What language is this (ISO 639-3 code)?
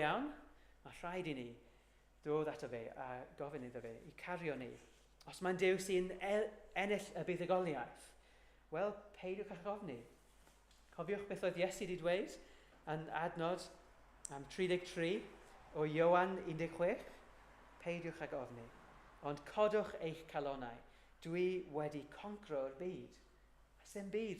cym